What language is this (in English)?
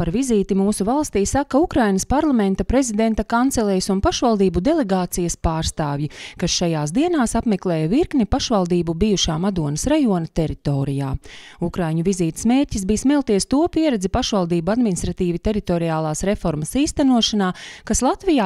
Latvian